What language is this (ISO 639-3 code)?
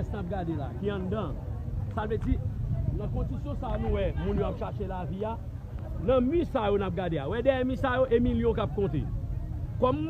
hat